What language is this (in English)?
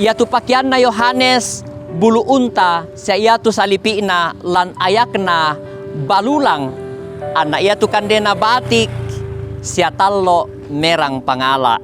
Toraja-Sa'dan